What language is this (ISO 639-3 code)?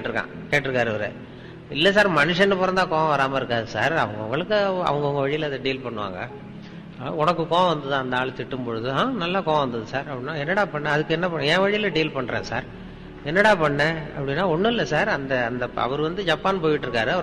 tam